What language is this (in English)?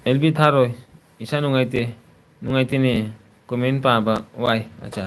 Manipuri